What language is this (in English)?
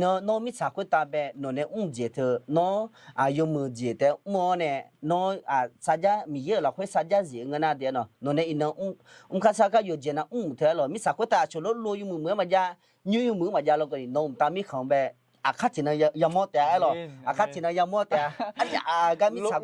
Akha